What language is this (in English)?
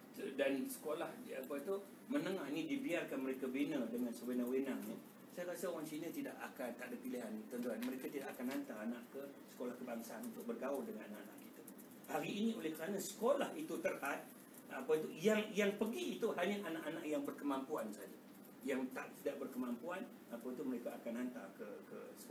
Malay